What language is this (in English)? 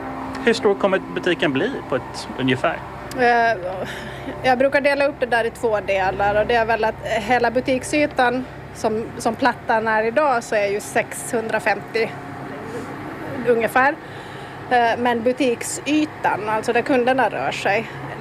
Swedish